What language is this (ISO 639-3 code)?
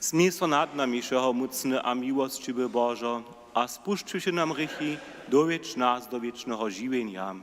hsb